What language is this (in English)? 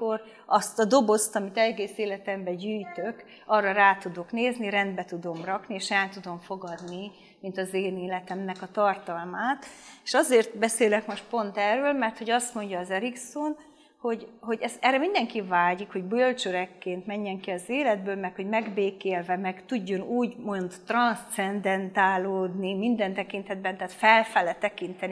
Hungarian